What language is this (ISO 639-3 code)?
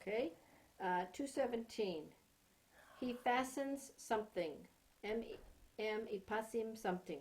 kms